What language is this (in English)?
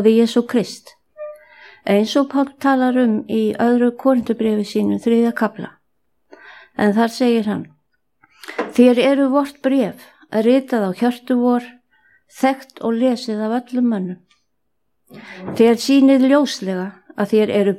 Icelandic